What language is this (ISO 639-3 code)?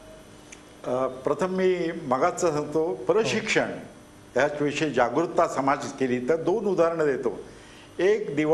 mar